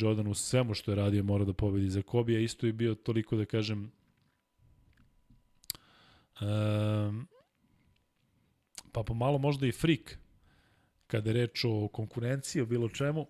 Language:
Serbian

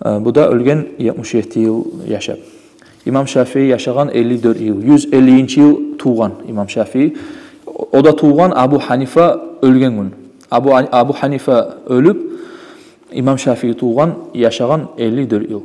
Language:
Kumyk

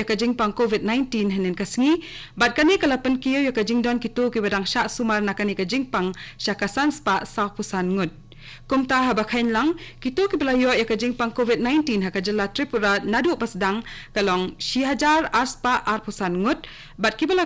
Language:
Khasi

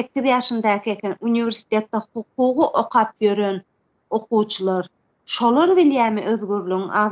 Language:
Turkmen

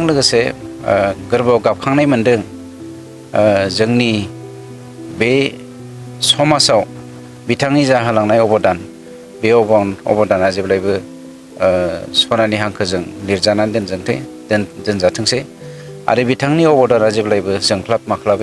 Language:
Bodo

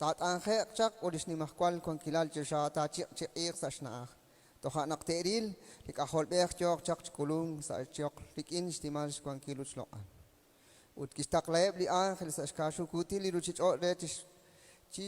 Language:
Kekchí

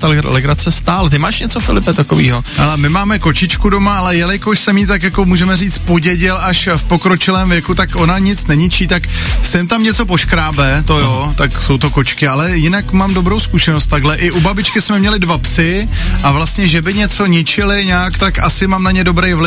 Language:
Czech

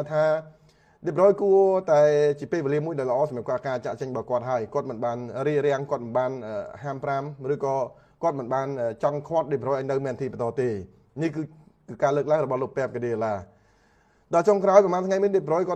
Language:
Khmer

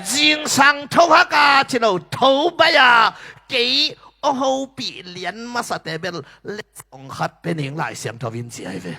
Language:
Tedim Chin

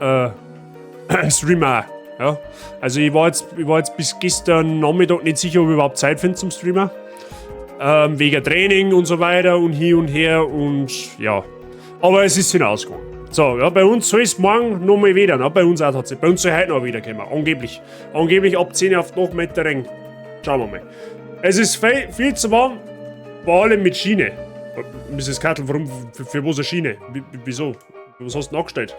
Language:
Bavarian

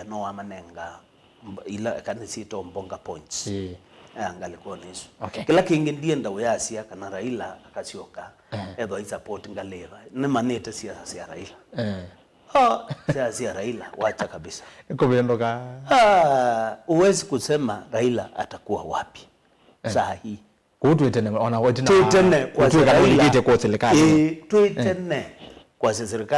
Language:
Kamba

